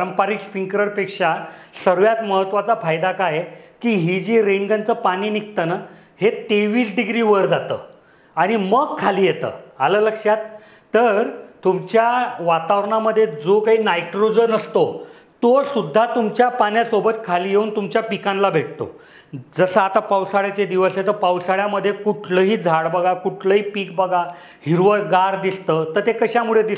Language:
Marathi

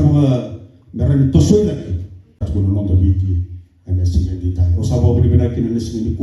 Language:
Fijian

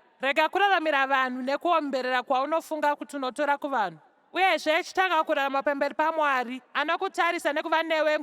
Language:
Shona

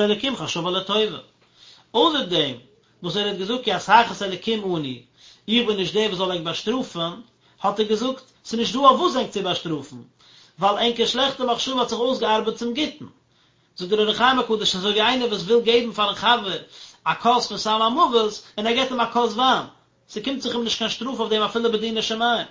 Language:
Yiddish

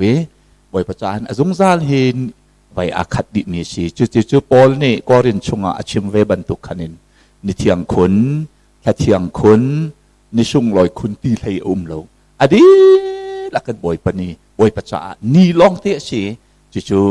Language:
Hakha Chin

